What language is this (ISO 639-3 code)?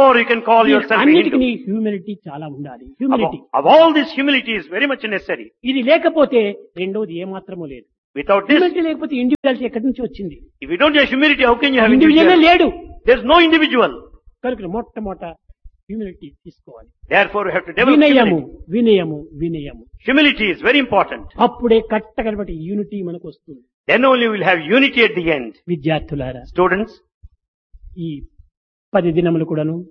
tel